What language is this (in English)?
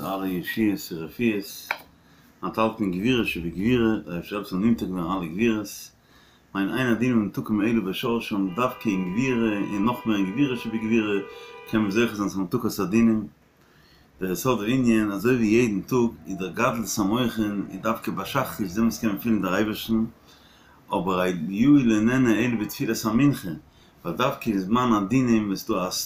Yiddish